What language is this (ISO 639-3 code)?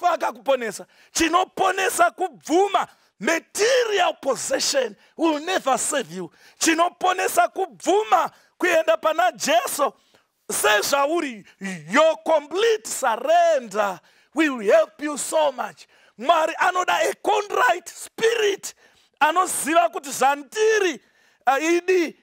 sna